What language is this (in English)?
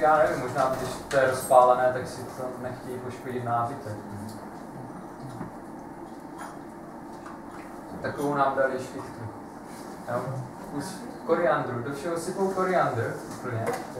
Czech